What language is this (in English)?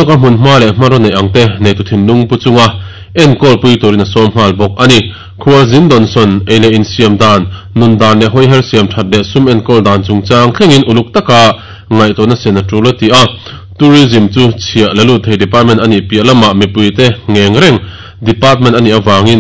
Mizo